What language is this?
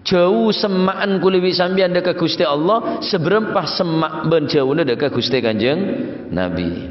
Madurese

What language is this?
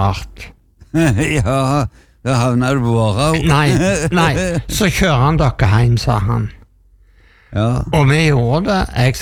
Norwegian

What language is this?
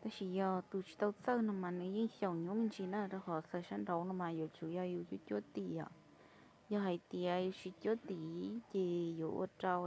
Hmong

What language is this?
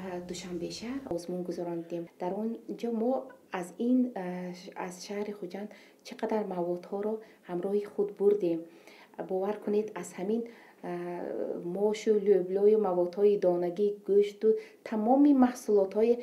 Tajik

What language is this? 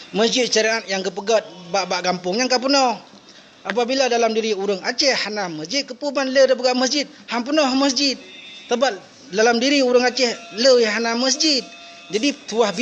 Achinese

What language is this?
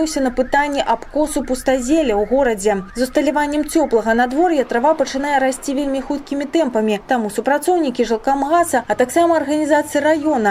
Belarusian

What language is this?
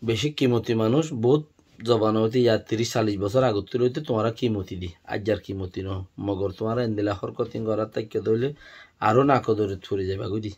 Rohingya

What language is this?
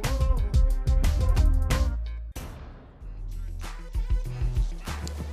Croatian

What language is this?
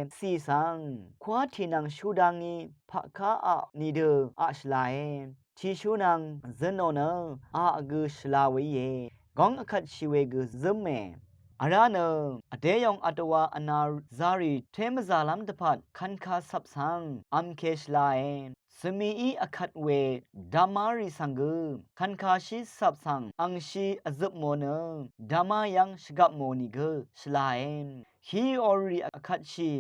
Rawang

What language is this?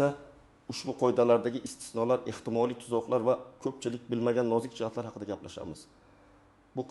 Uzbek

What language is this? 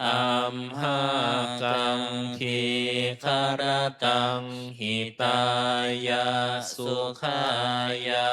Pali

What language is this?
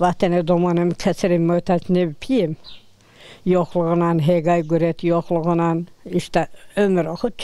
Zaza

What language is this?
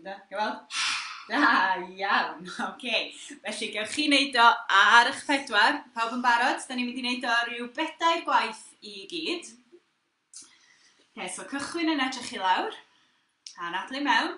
Welsh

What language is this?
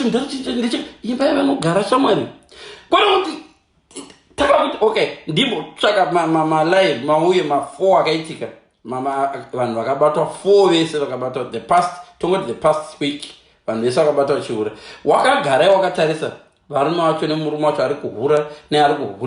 Shona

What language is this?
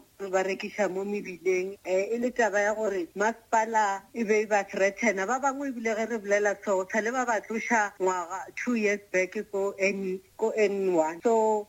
Northern Sotho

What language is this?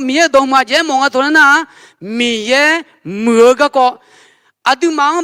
Akha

